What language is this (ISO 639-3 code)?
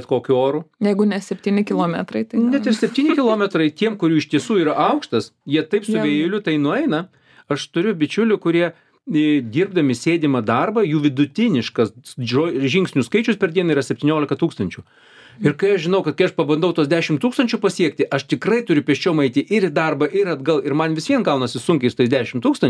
lit